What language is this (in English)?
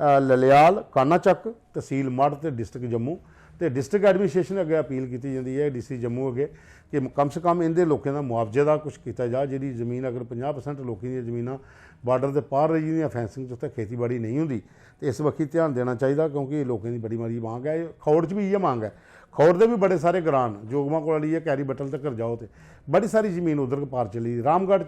Dogri